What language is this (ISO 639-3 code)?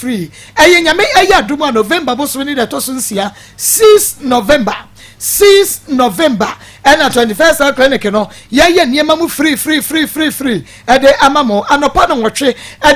aka